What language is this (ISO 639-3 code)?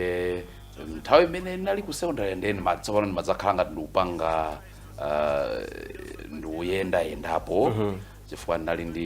nya